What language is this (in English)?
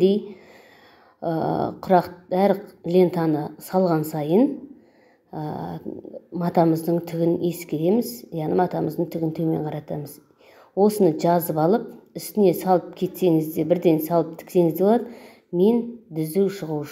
Kazakh